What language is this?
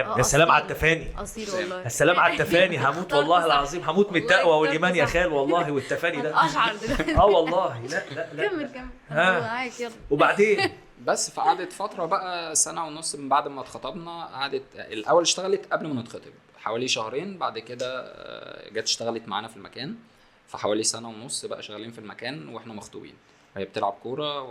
Egyptian Arabic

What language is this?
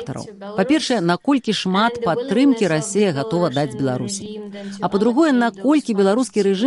Belarusian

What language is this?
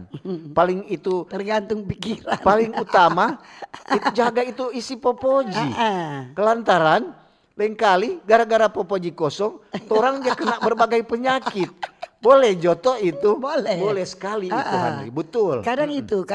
Manado Malay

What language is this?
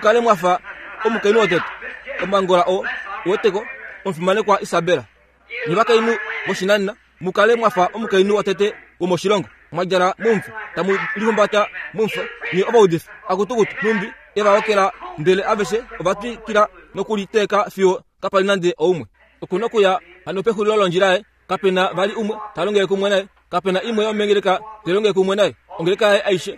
Kuanyama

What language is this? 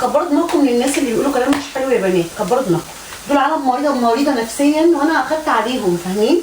Egyptian Arabic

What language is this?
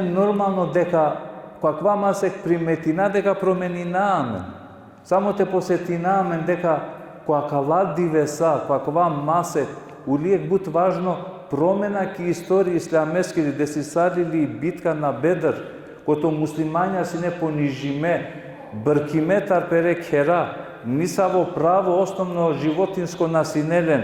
Balkan Romani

